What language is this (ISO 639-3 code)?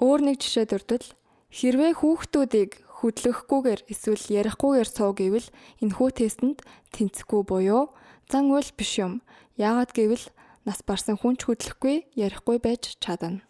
mon